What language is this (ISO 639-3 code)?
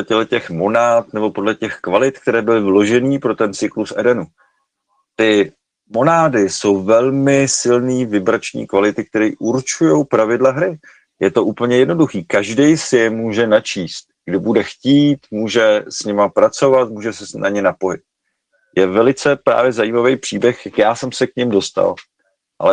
ces